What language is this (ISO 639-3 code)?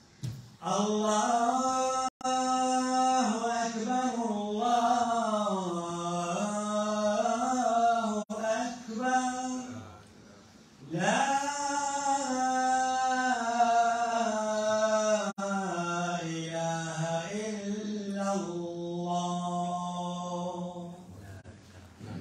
ara